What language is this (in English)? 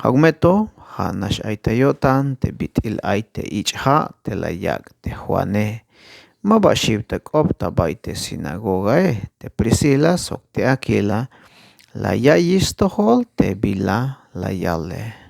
Tzeltal